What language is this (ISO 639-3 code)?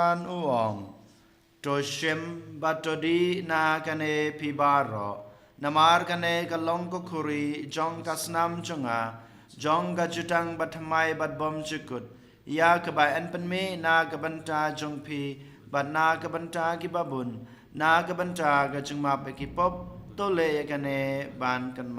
kha